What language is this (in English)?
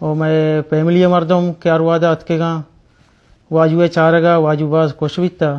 Baluchi